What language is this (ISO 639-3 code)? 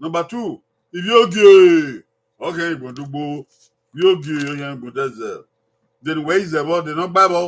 bin